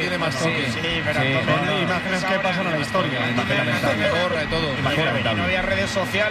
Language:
Spanish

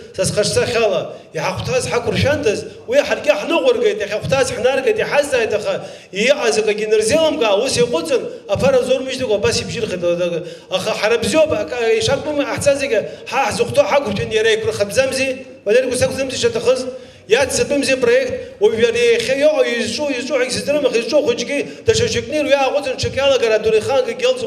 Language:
Abkhazian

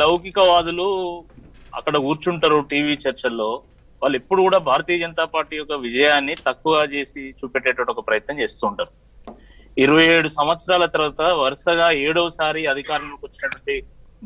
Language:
Telugu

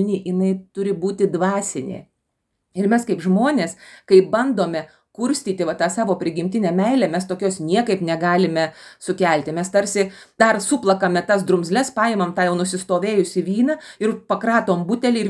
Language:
Lithuanian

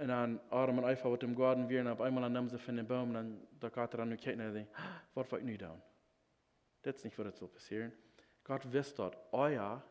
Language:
Plautdietsch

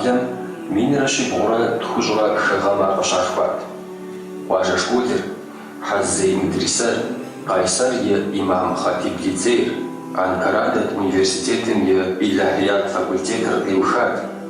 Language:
Kabardian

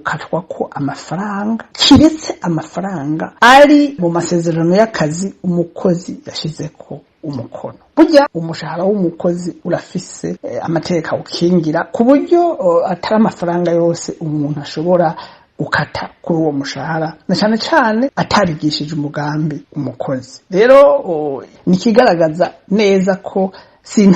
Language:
Rundi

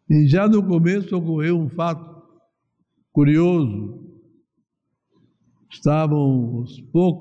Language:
Portuguese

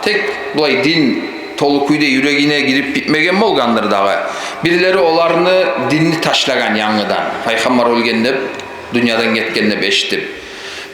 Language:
Kumyk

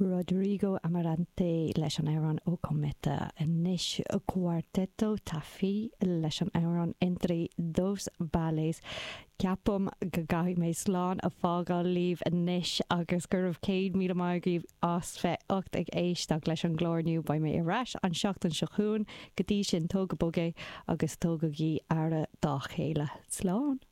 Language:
Irish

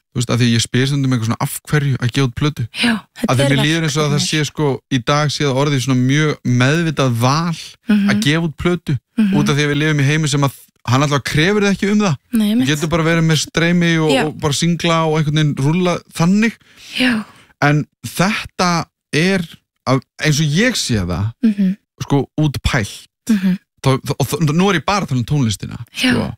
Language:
Icelandic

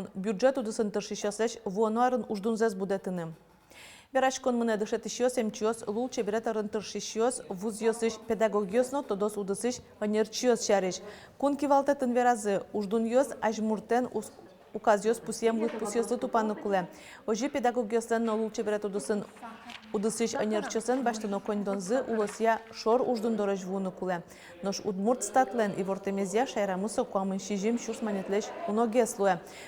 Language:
Udmurt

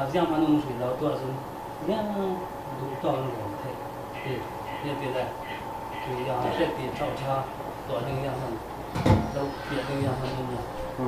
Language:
Falam Chin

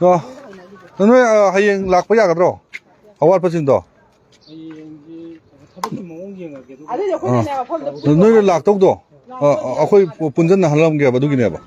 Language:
Manipuri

